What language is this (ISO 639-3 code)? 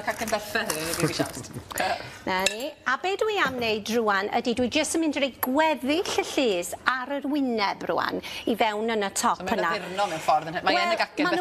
cym